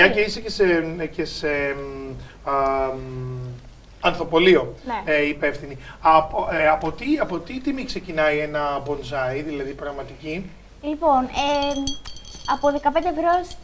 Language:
Greek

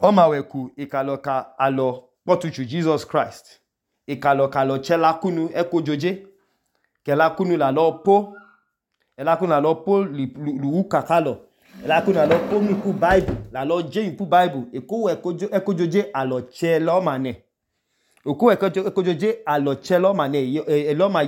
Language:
Idoma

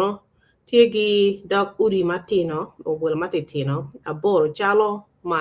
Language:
Acoli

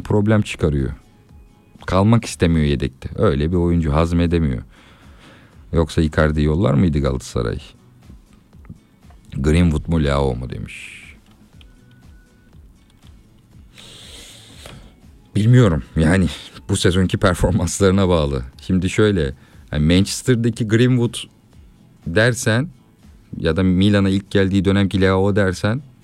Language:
Turkish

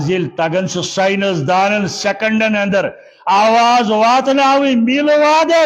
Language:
Kashmiri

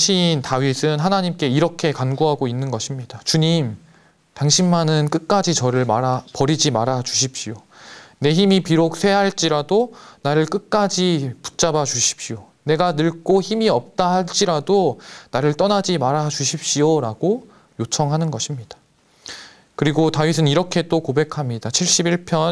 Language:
Korean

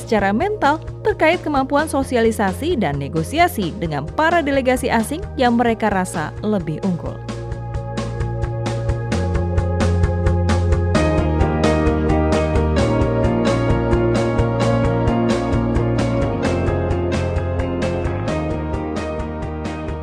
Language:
Indonesian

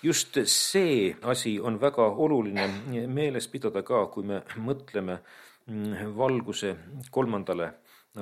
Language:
Estonian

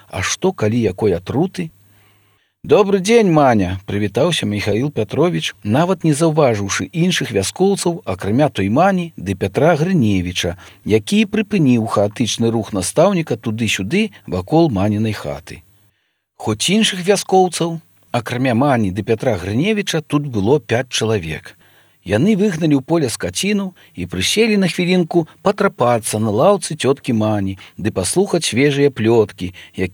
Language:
Belarusian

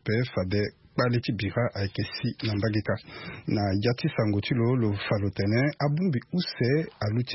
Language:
Sango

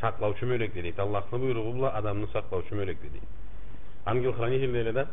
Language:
Karachay-Balkar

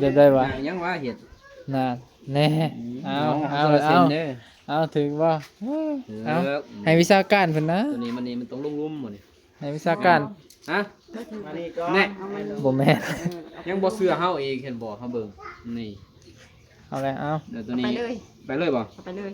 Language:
Northeastern Thai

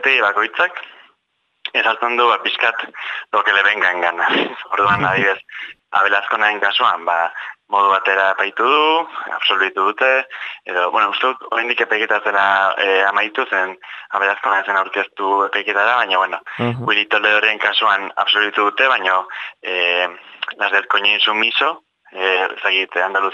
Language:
Basque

